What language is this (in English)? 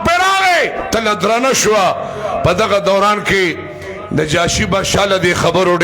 Pashto